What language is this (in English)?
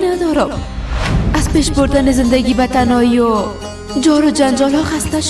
Persian